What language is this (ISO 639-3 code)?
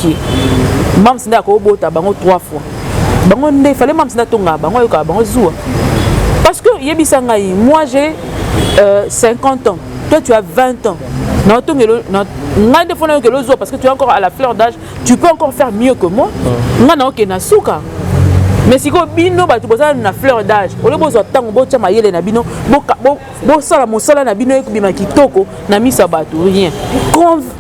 lin